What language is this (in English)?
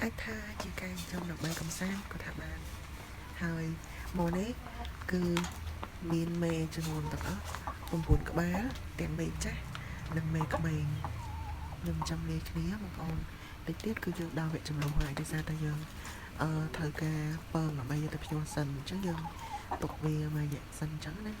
Khmer